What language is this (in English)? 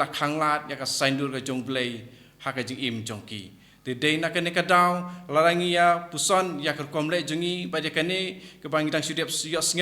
Khasi